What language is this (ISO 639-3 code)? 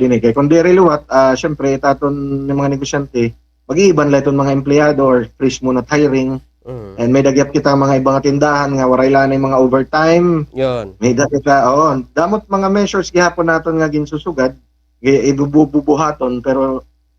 war